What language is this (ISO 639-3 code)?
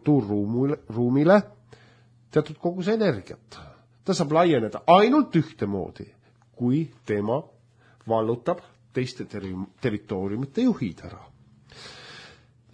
est